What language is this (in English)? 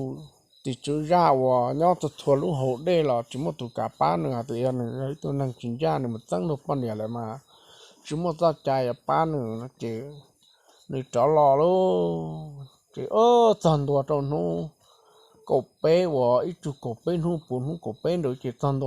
Hmong